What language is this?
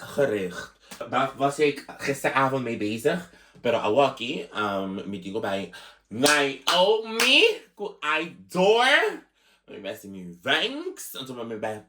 Papiamento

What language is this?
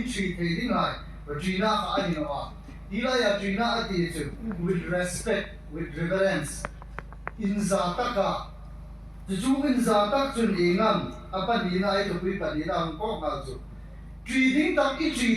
Hmar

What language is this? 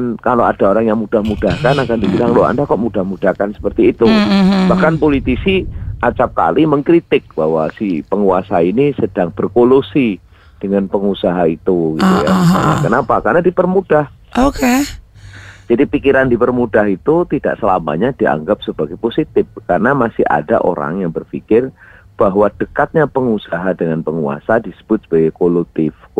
Indonesian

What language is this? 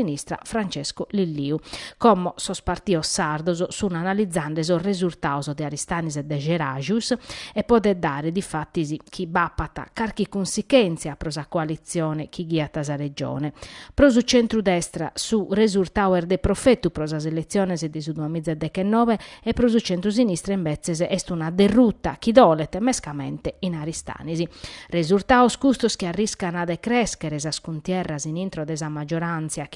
Sardinian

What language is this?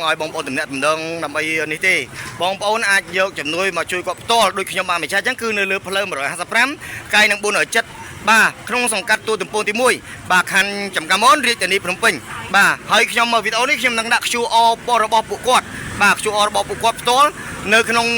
Khmer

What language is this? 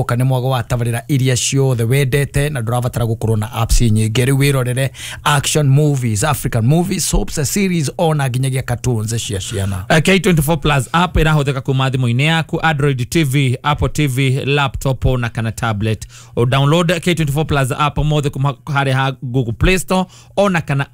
Kikuyu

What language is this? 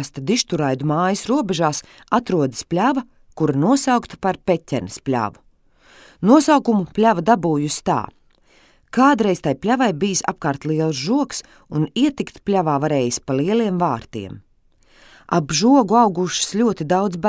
Latvian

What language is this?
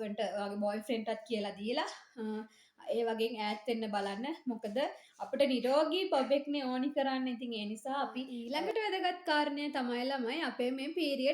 Sinhala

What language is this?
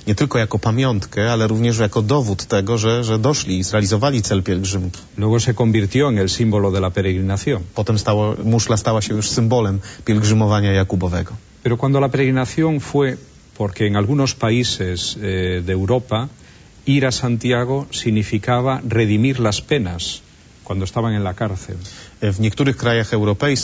Polish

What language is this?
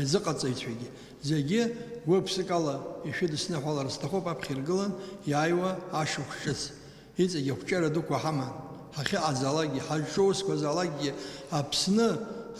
Abkhazian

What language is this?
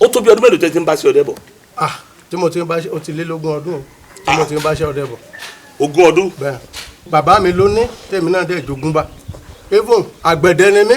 Yoruba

